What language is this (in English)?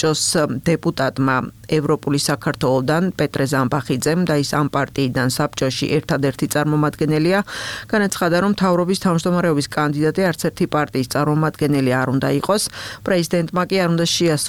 Georgian